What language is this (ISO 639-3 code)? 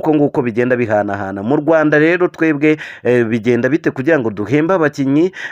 kin